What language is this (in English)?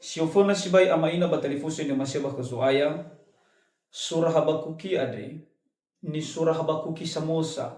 Nias